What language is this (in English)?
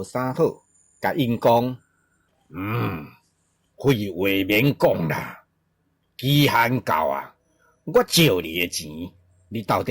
Min Nan Chinese